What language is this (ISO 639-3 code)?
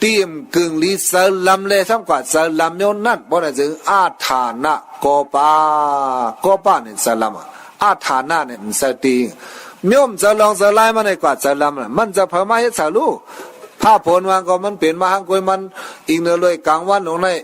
shn